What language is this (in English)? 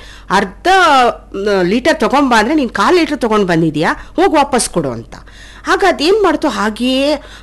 Kannada